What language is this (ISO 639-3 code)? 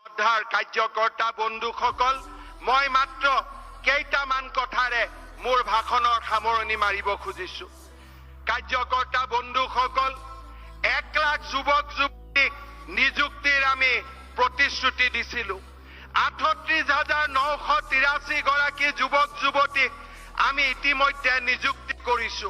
asm